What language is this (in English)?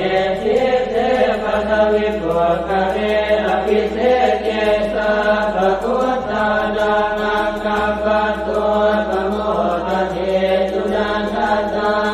Pali